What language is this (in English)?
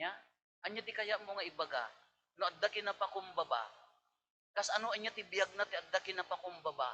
Iloko